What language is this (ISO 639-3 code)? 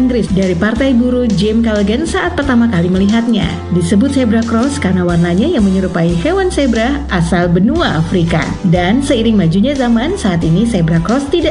ind